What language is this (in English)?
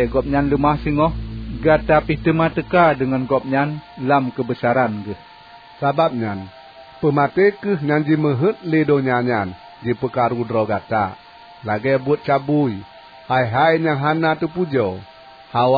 Achinese